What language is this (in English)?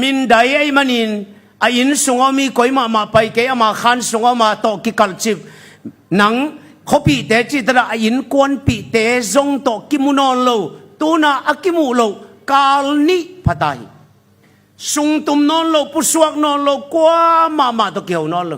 Tedim Chin